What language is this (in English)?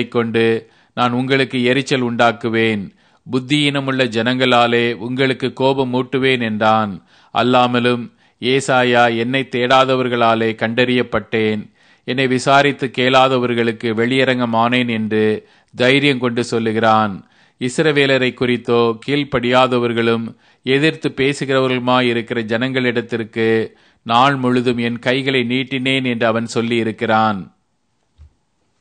Tamil